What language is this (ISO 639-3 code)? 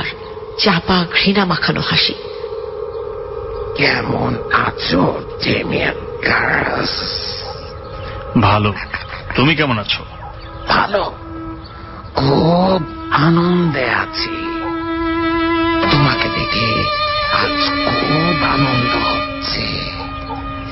ben